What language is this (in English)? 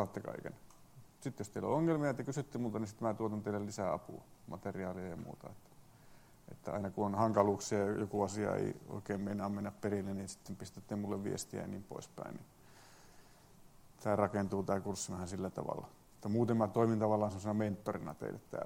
Finnish